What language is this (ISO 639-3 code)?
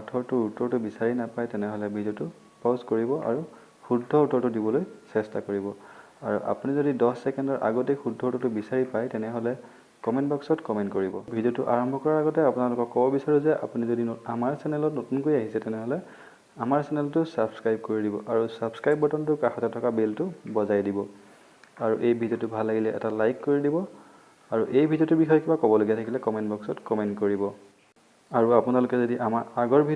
asm